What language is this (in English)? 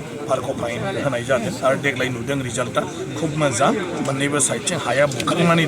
Bodo